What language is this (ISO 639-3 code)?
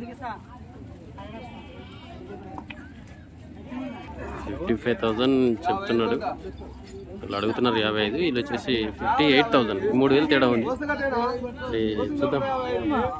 tel